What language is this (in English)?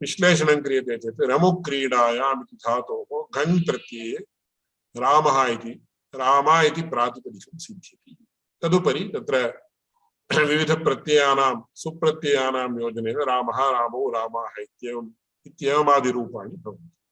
Sanskrit